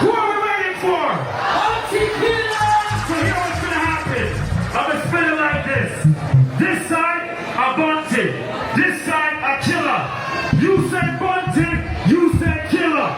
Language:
Jamaican Creole English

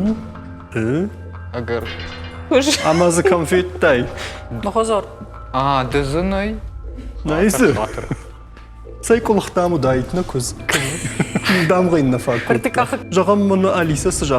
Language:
Ossetic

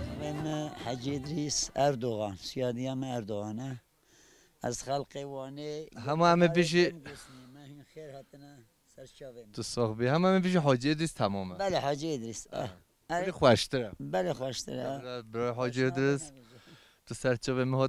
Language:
Kurdish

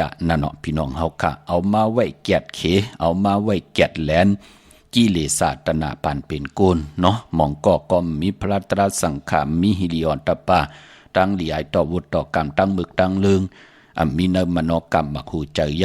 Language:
Shan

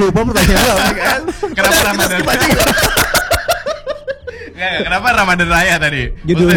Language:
Indonesian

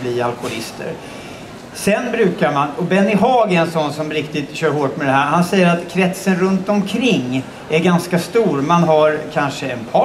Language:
Swedish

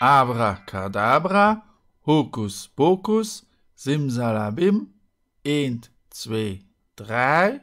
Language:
Luxembourgish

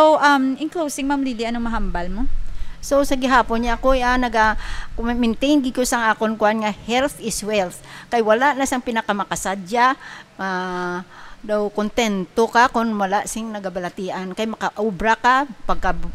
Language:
Hiligaynon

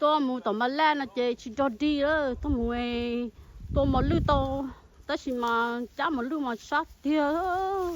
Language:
Hmong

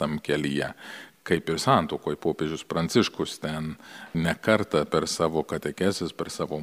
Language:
Lithuanian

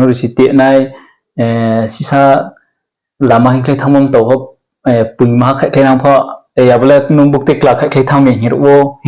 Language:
Riang (India)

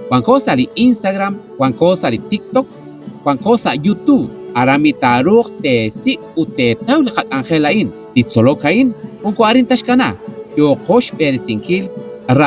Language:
Kekchí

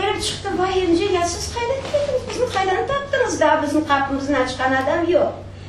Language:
Crimean Tatar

